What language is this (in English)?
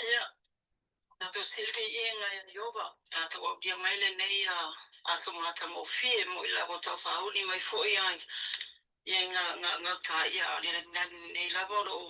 Samoan